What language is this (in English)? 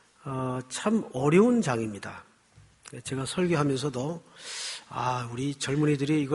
Korean